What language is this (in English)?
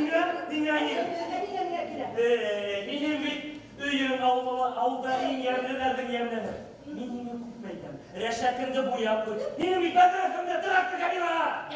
Bashkir